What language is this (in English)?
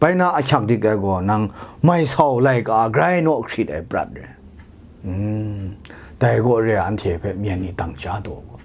Kachin